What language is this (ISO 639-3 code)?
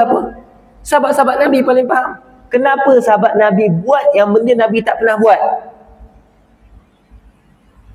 msa